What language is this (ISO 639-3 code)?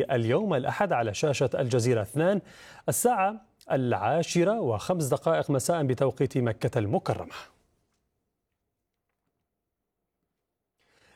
ara